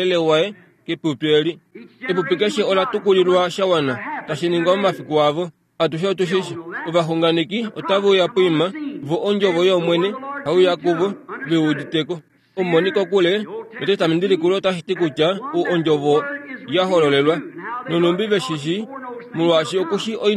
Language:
Kuanyama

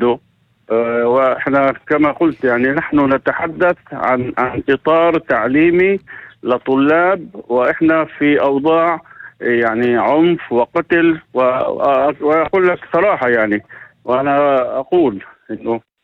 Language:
North Levantine Arabic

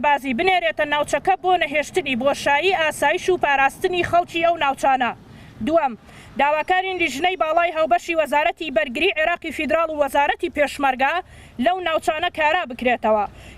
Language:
Central Kurdish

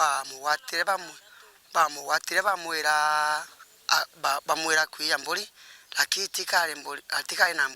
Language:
Meru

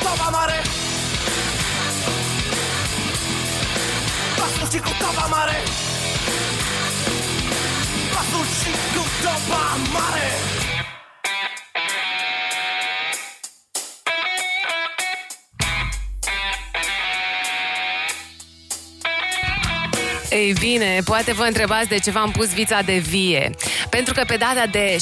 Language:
Romanian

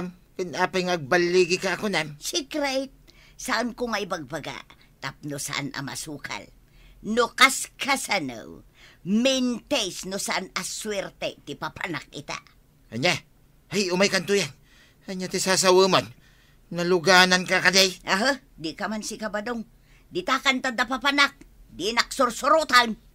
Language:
Iloko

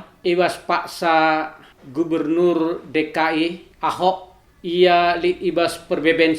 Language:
Batak Karo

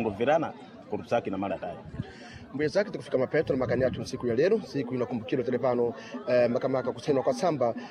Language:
Sena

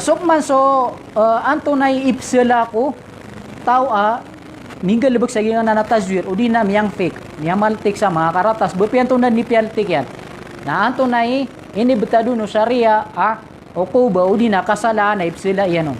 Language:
Maranao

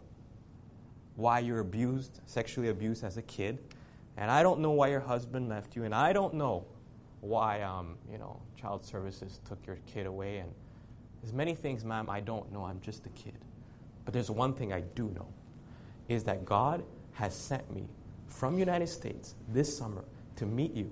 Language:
English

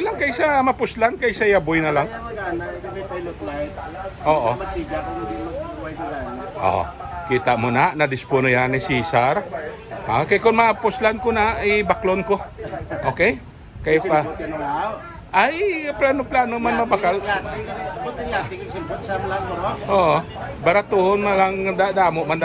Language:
Hiligaynon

